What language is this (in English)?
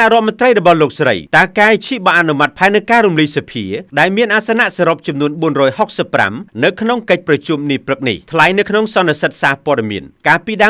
Khmer